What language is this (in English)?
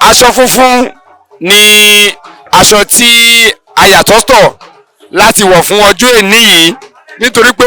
Yoruba